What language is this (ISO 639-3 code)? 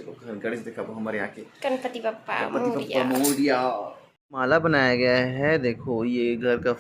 hne